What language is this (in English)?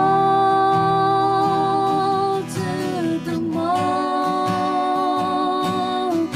Akha